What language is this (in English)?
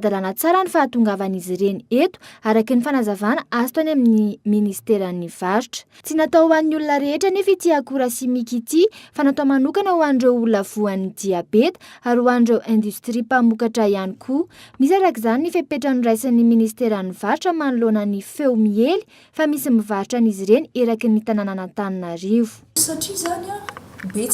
Malagasy